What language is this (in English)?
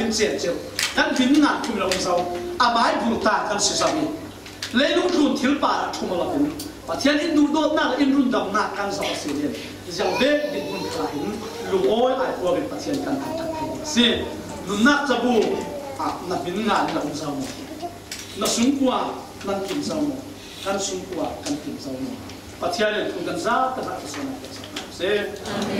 Falam Chin